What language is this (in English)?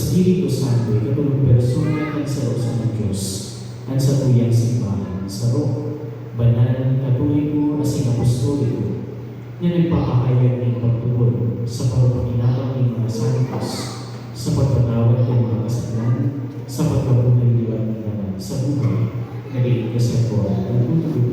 Bikol